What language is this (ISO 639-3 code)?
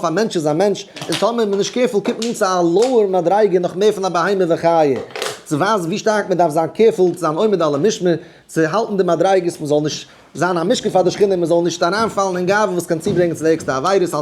yid